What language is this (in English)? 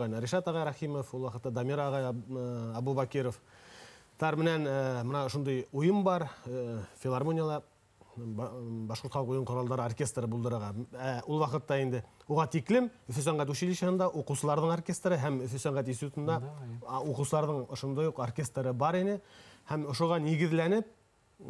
Bashkir